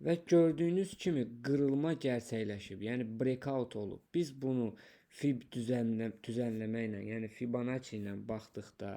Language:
Azerbaijani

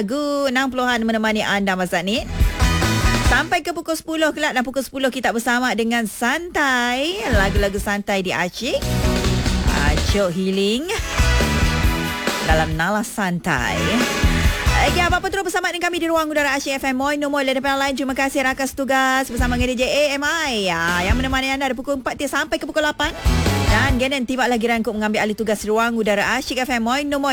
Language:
Malay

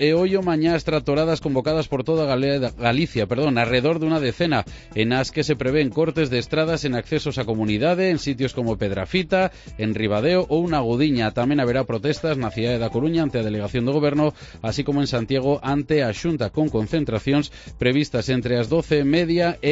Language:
Galician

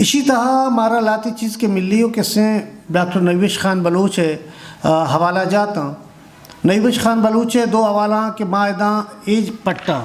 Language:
Eastern Balochi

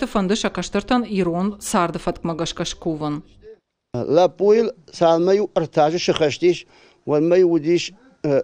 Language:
Ossetic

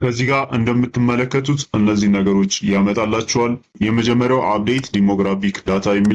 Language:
Amharic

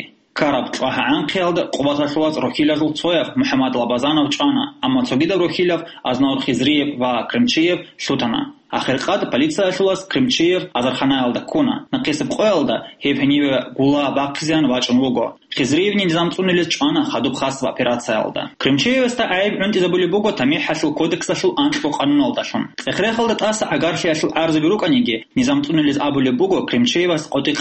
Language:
Avaric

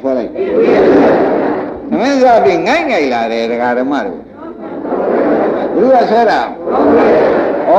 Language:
Burmese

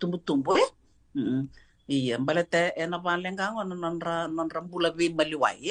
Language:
Fijian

